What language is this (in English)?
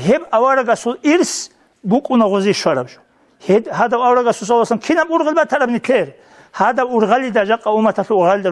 Avaric